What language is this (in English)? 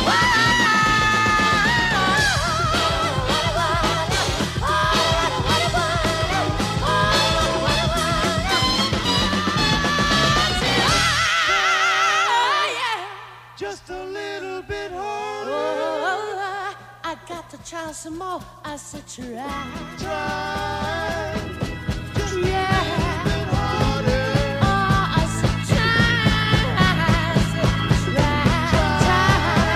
English